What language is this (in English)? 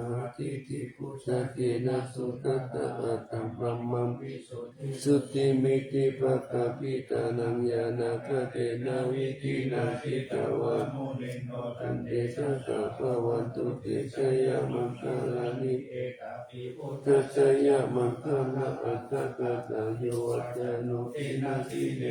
Pali